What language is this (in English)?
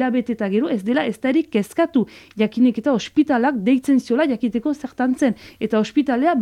Basque